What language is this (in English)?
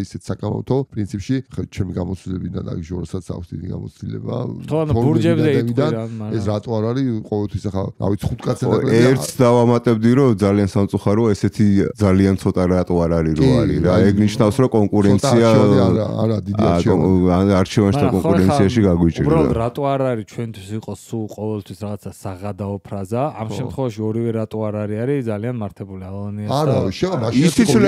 Georgian